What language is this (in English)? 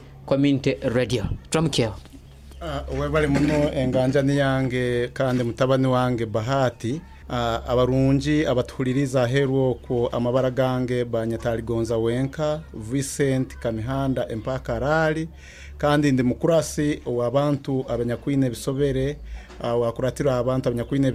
Nyoro